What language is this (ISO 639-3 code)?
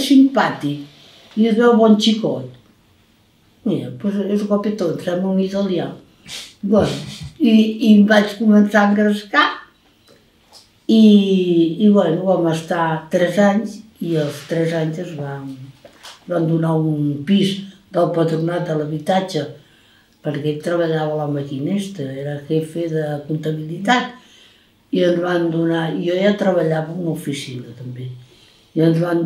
cat